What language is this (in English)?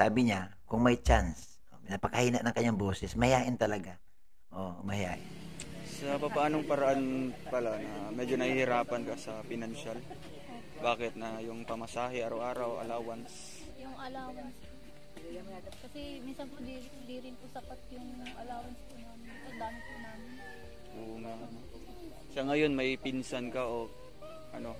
Filipino